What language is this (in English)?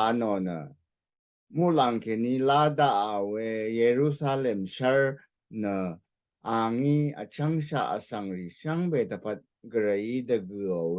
Rawang